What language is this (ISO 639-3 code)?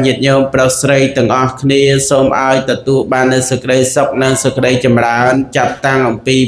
khm